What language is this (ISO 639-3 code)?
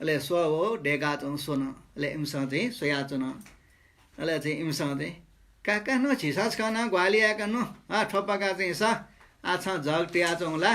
new